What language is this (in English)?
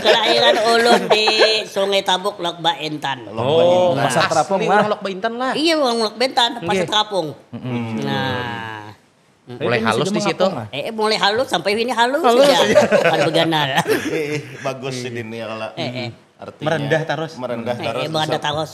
Banjar